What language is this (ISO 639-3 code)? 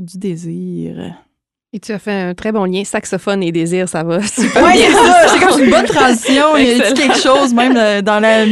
fra